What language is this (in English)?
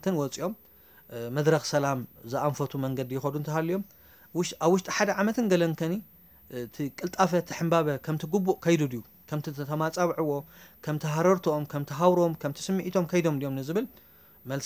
Tigrinya